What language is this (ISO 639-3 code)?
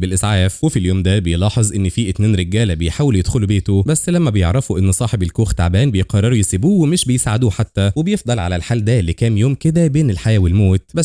arz